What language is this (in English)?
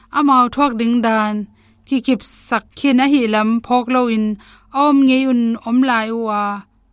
Tedim Chin